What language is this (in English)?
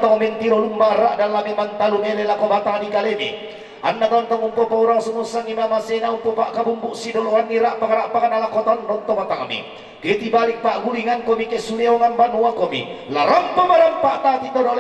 Toraja-Sa'dan